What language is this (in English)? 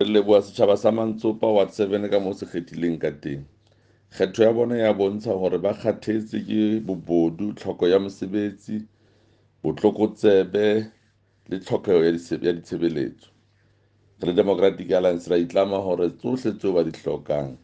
Southern Sotho